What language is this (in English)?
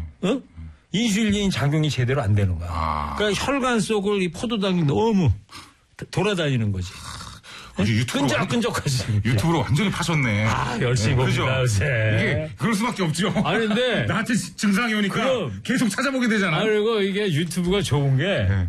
Korean